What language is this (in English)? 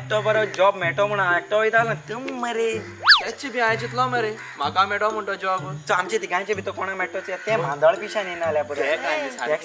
Konkani